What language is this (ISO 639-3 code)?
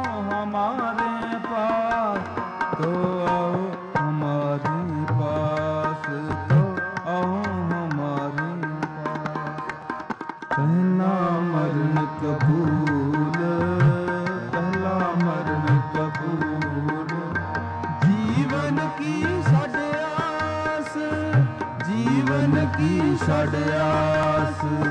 pan